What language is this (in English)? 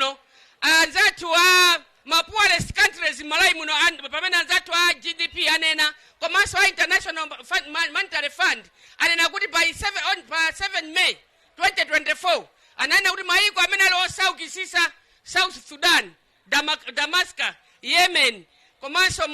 Nyanja